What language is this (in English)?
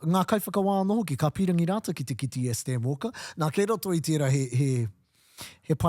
Māori